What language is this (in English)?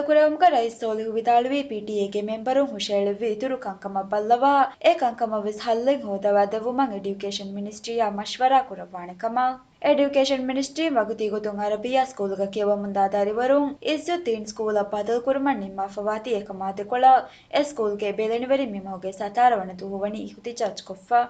Divehi